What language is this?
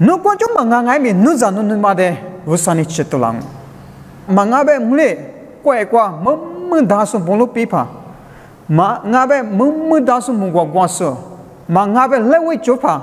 Lisu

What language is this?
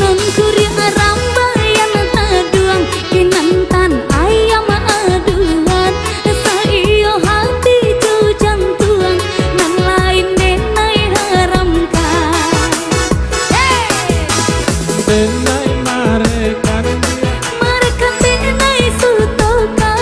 Minangkabau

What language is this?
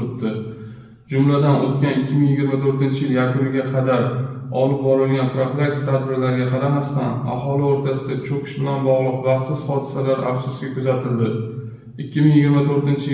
Uzbek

